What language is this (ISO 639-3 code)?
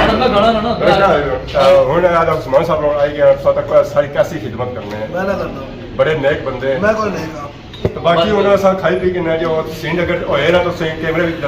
phr